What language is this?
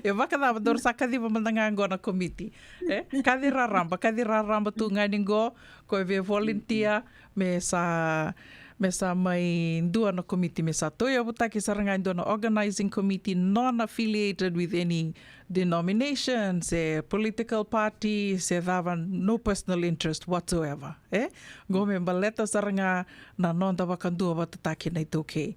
Fijian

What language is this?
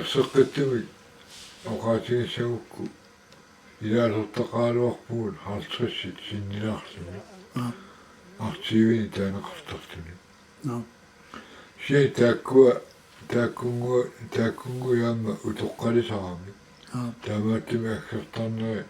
Kalaallisut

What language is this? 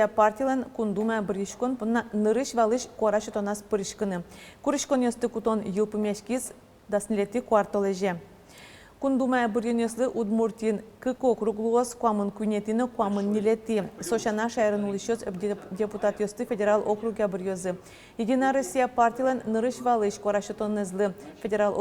Udmurt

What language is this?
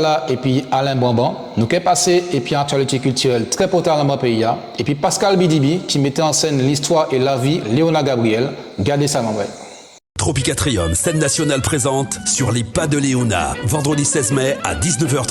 Guadeloupean Creole French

